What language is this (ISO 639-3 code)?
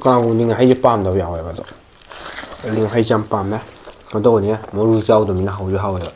mni